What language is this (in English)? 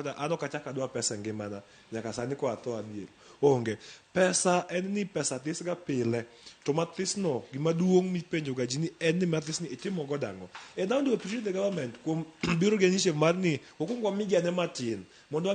Luo (Kenya and Tanzania)